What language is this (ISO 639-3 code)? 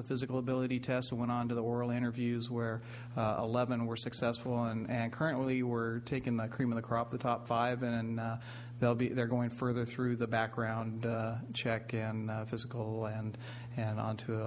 eng